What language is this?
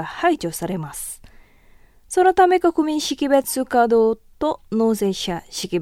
Japanese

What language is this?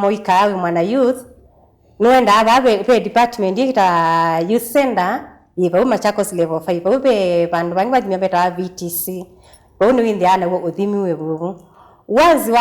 Kamba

